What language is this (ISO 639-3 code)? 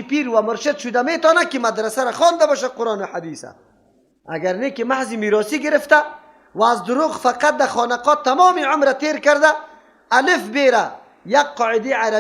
fas